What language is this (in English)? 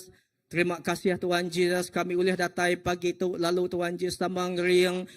Iban